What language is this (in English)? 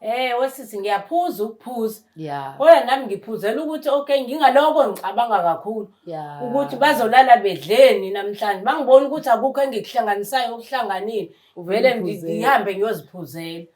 Zulu